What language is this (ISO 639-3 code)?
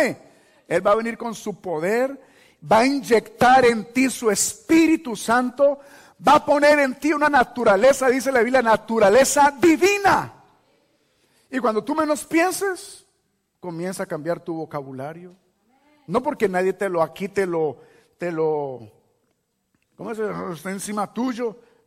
spa